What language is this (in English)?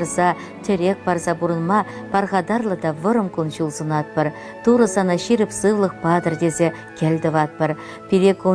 Chuvash